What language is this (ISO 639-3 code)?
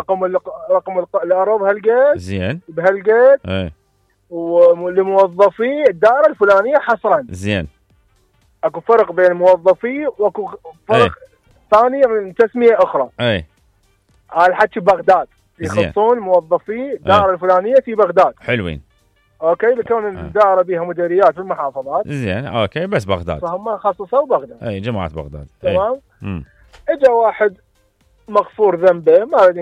acm